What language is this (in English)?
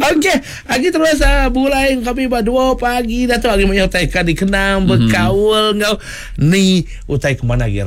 Iban